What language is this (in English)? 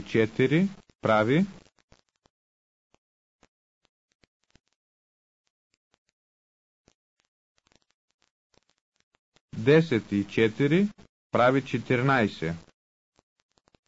Bulgarian